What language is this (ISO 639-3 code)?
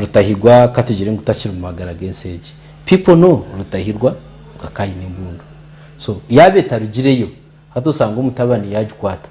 nyn